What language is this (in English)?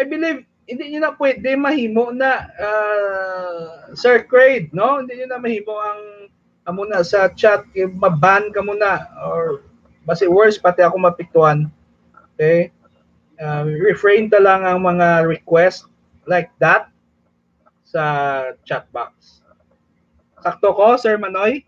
Hiligaynon